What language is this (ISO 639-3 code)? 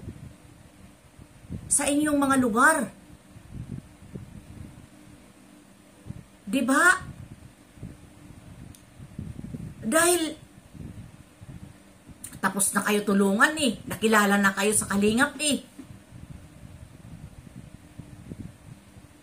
fil